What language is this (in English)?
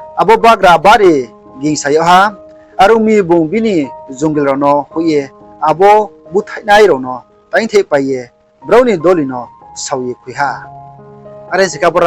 Riang (India)